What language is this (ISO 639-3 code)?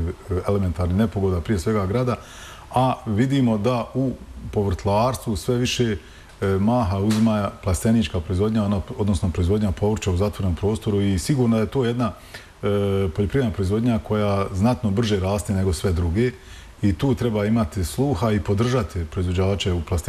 bos